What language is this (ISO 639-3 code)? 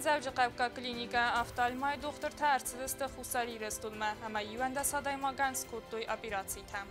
oss